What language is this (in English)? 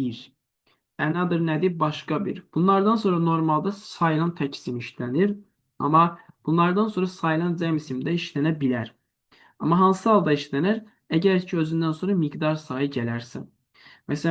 Azerbaijani